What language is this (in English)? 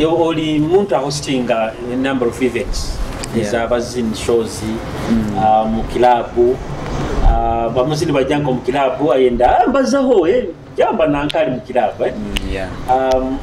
Nyoro